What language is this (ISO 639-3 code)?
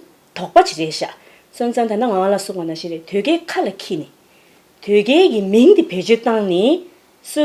bod